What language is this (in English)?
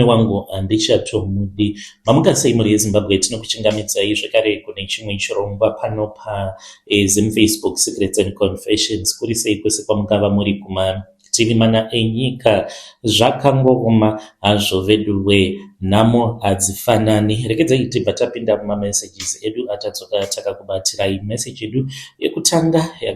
Shona